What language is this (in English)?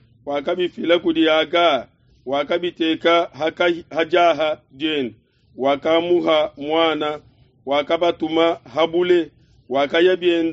Luba-Lulua